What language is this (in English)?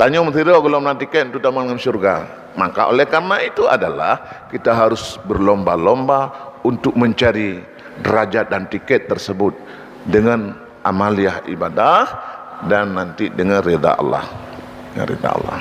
Achinese